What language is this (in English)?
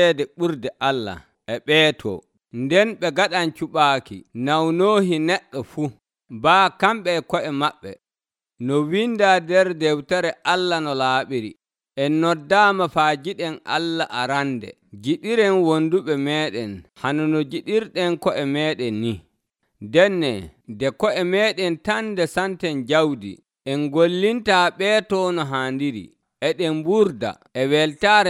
Nigerian Fulfulde